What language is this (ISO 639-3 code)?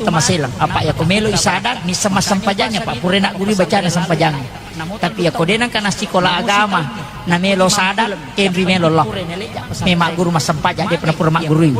bug